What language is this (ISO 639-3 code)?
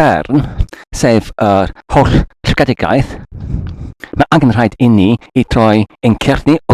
cym